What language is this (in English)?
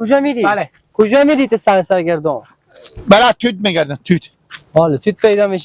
Persian